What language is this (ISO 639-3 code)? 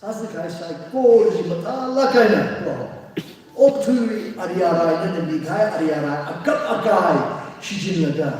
nmf